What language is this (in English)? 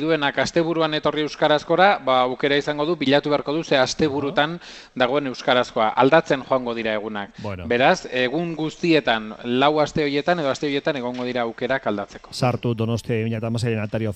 Basque